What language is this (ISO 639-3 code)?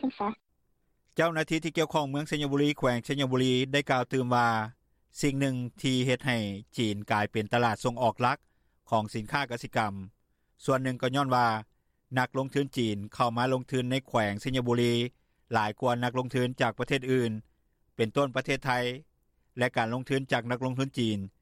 lao